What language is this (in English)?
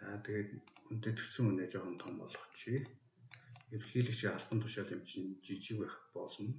Mongolian